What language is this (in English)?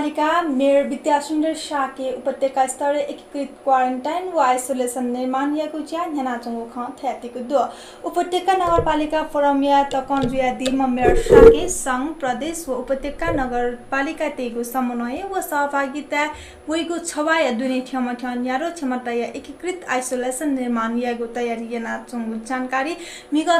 Newari